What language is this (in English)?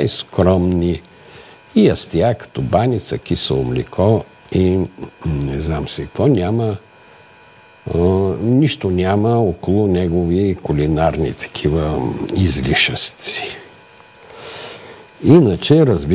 Bulgarian